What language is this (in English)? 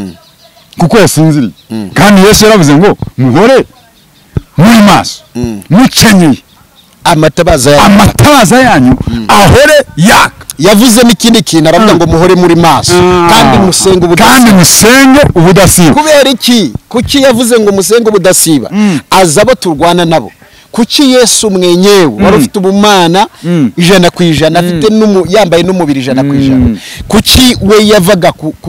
Kinyarwanda